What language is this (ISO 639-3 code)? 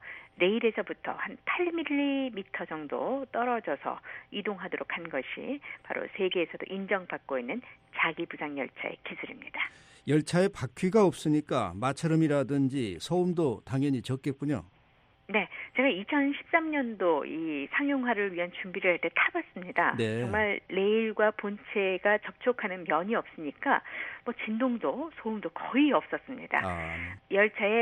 kor